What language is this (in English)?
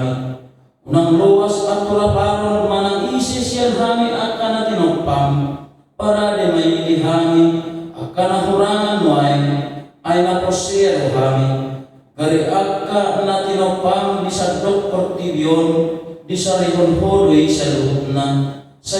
Batak Toba